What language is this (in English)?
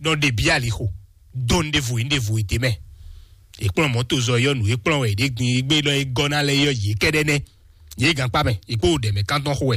Fon